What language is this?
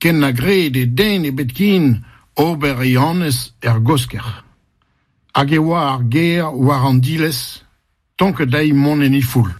Breton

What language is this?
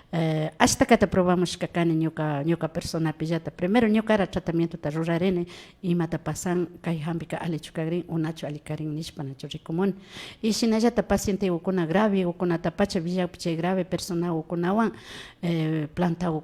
Imbabura Highland Quichua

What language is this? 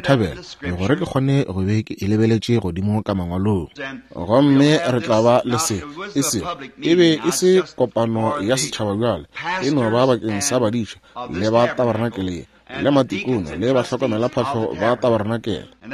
Northern Sotho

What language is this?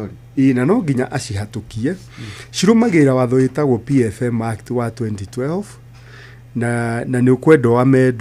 Kikuyu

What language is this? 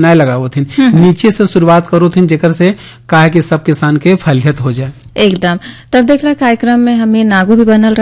Bhojpuri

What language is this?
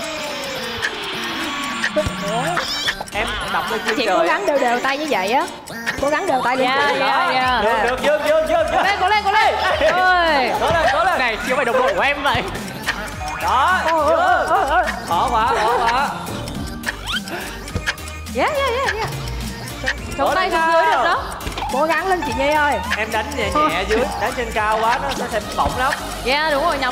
Vietnamese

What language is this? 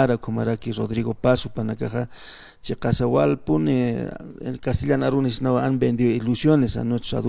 Aymara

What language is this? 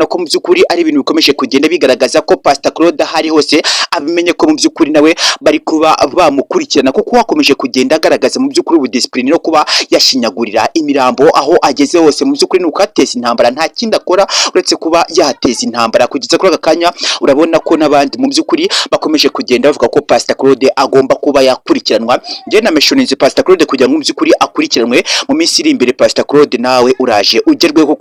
Kinyarwanda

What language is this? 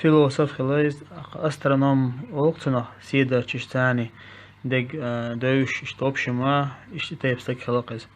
Chechen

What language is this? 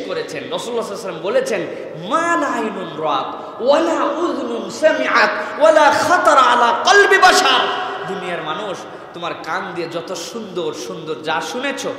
Bangla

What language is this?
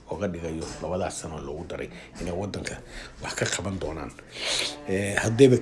Somali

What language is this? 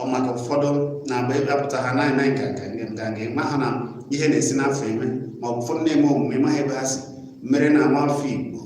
Igbo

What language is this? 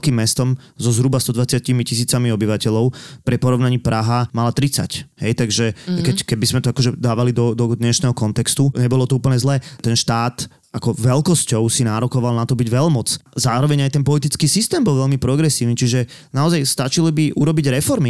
Slovak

